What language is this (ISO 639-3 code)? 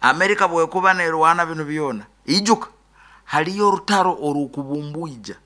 nyn